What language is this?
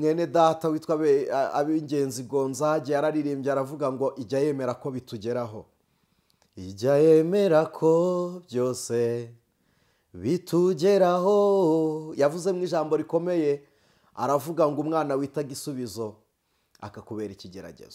Kinyarwanda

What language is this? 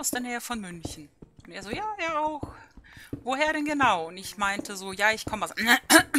German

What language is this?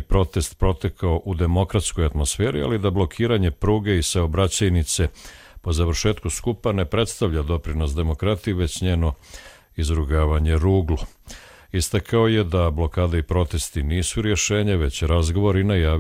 Croatian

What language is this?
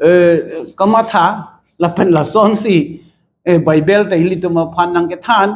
Karbi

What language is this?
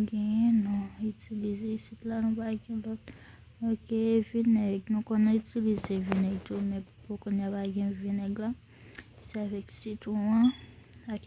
Haitian Creole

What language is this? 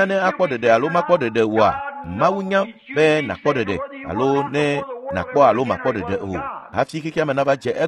Ewe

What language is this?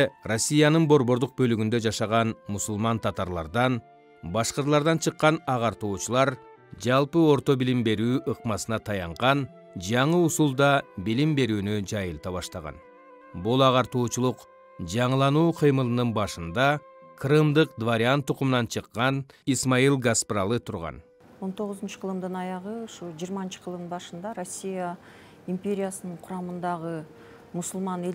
Kyrgyz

